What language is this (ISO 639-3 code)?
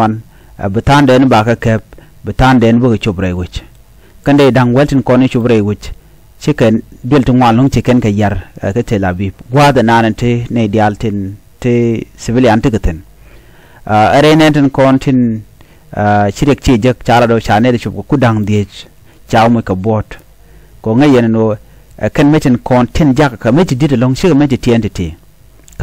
nus